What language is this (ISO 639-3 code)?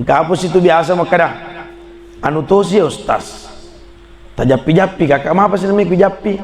bug